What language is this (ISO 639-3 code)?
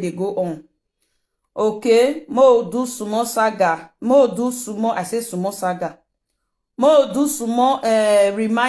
pcm